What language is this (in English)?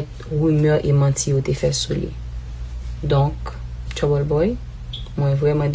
Haitian Creole